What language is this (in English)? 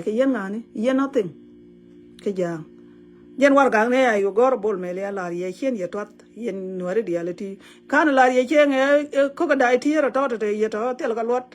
Nuer